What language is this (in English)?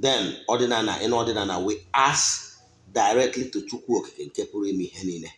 Igbo